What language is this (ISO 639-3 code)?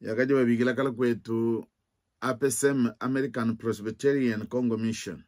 lua